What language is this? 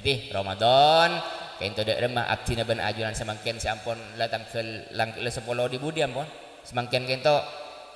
Madurese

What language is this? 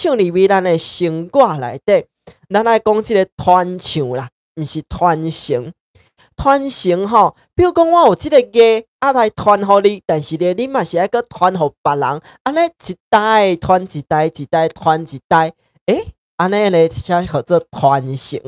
Min Nan Chinese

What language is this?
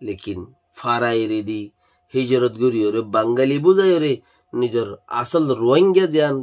Rohingya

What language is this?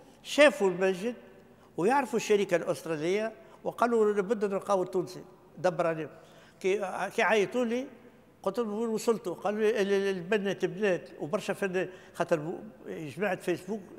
Tunisian Arabic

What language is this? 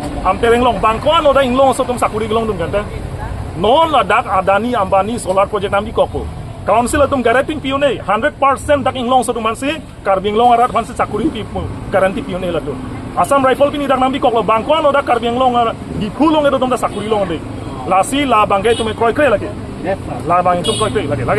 Karbi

